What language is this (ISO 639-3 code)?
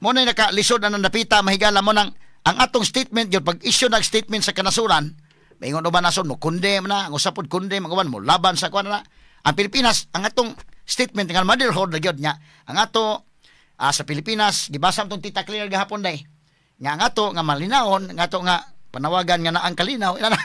ceb